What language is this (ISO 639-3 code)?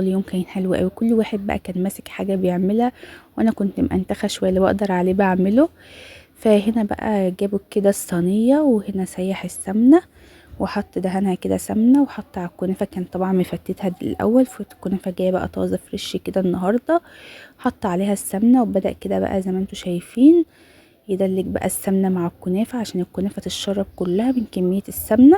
arz